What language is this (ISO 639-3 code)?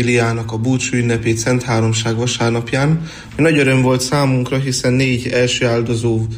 hun